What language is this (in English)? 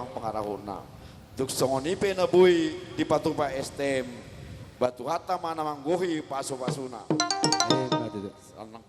Batak Toba